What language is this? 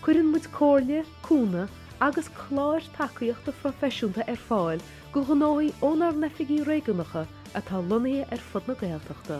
Irish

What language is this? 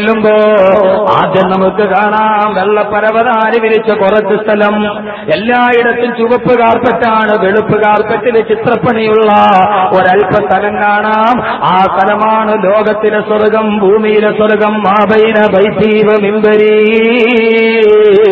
Malayalam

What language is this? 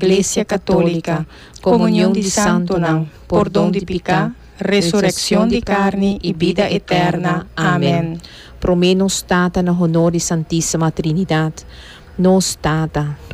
Papiamento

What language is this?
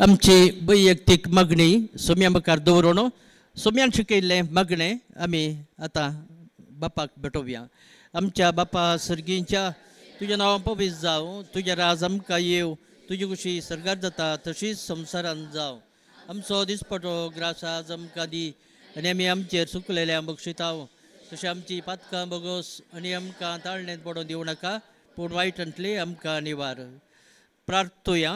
Konkani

